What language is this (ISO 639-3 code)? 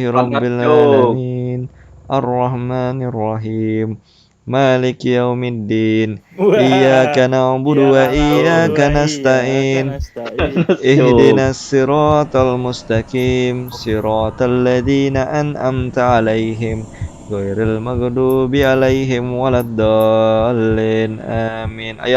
bjn